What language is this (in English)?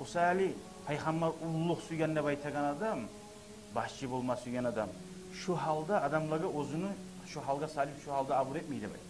Kumyk